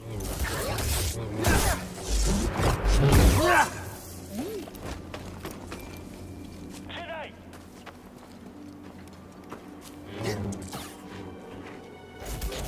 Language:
French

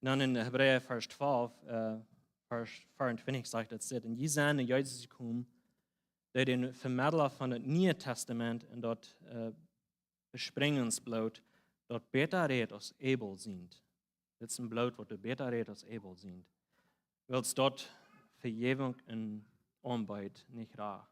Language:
Plautdietsch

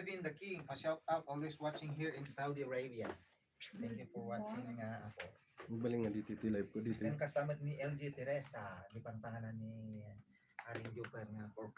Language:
Iloko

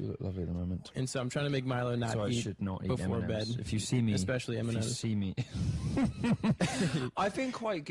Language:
English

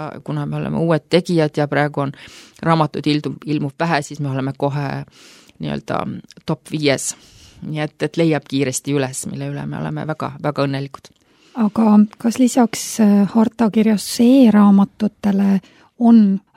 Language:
Estonian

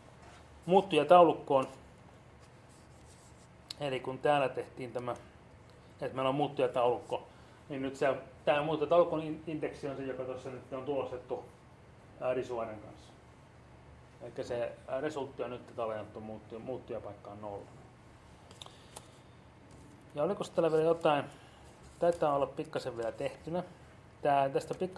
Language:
Finnish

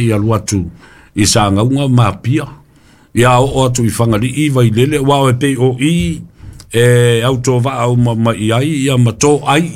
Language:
Samoan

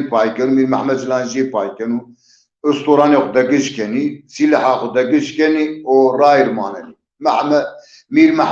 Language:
Zaza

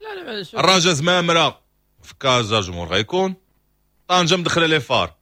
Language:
Moroccan Arabic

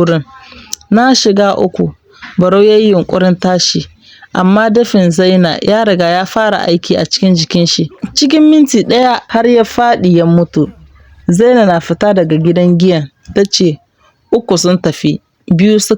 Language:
Hausa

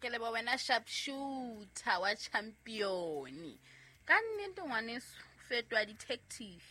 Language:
Southern Sotho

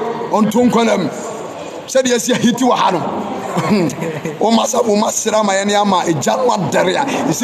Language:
Akan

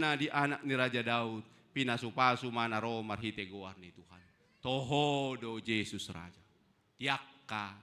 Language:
Batak Toba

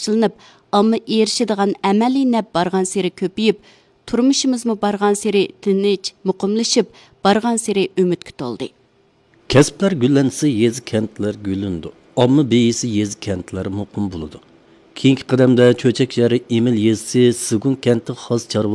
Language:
Uyghur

